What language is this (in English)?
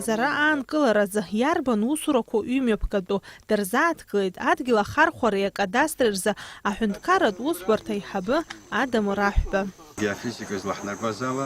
Abkhazian